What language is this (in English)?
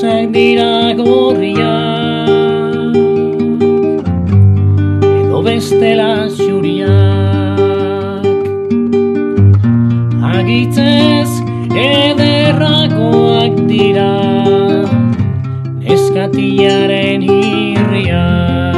Basque